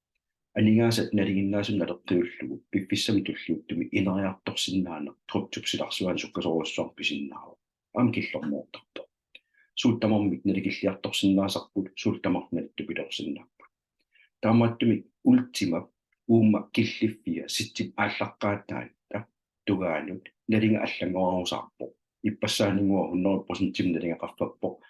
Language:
Kalaallisut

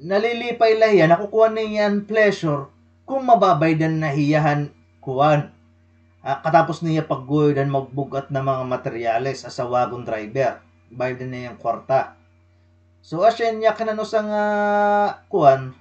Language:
Waray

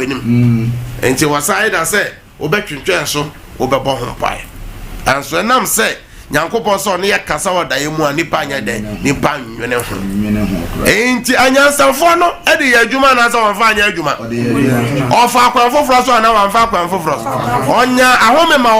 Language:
Akan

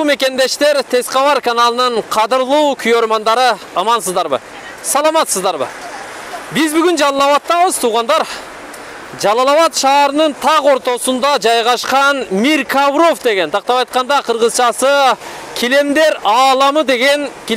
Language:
Kyrgyz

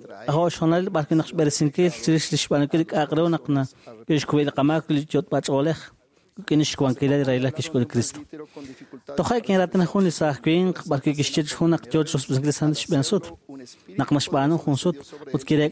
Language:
Kekchí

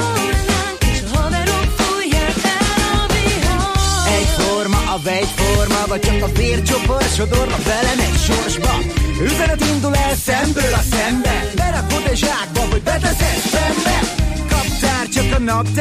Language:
Hungarian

